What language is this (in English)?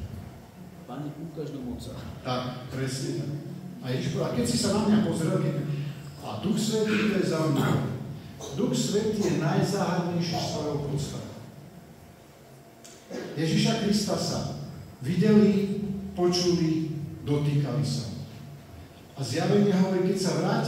Slovak